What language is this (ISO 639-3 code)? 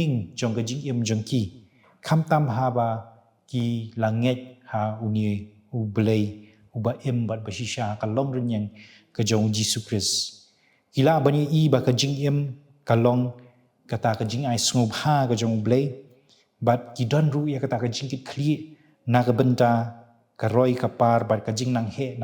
kha